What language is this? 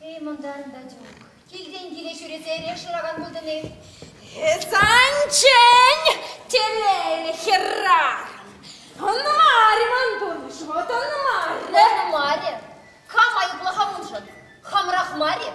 Chuvash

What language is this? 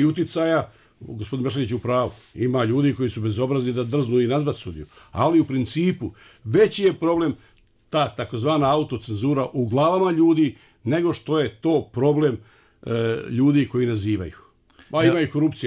Bosnian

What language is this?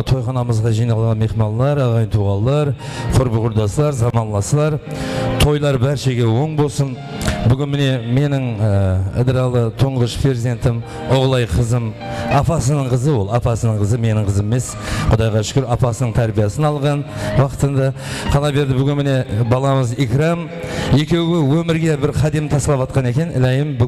Kara-Kalpak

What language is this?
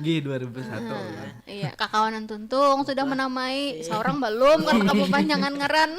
Banjar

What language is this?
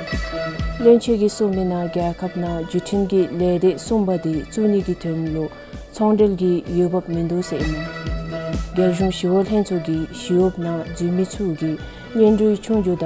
Dzongkha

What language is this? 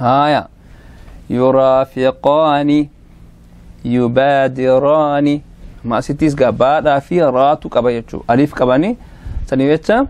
Oromo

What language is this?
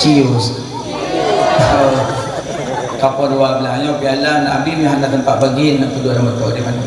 Achinese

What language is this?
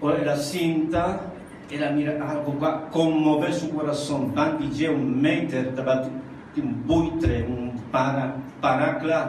Papiamento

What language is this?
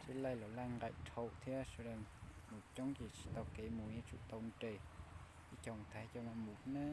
Hmong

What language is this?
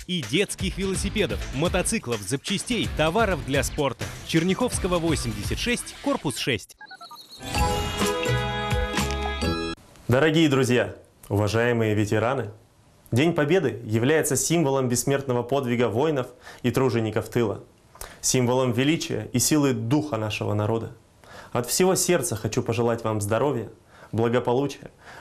Russian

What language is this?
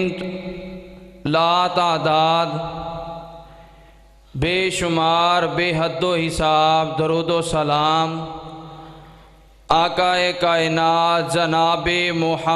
Western Panjabi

